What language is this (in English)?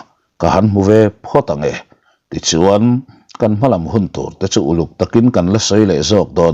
Mizo